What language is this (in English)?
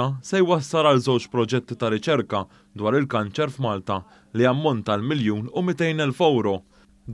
Maltese